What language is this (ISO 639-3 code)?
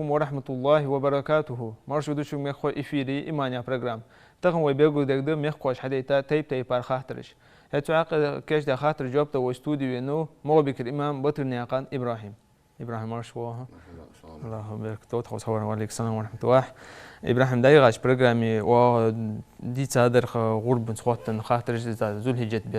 inh